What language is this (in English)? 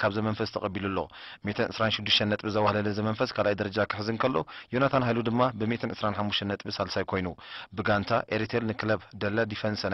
Tigrinya